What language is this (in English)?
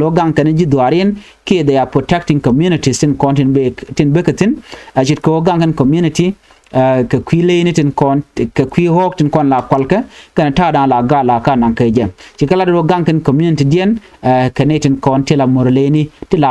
Nuer